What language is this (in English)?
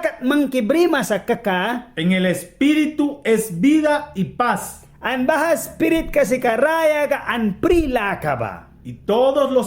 Mískito